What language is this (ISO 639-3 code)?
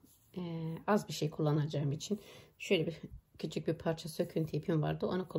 tur